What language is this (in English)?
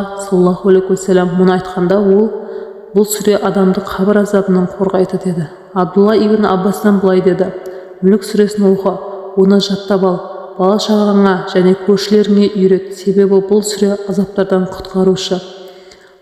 Kazakh